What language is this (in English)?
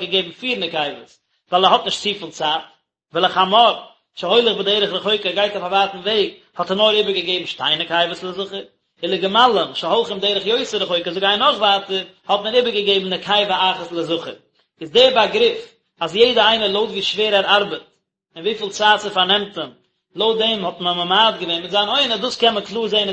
Yiddish